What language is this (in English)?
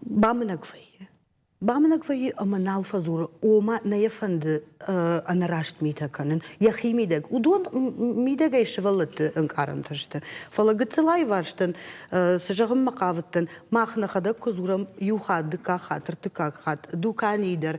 Ossetic